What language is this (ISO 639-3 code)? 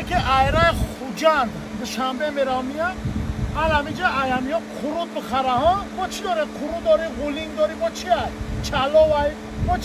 tgk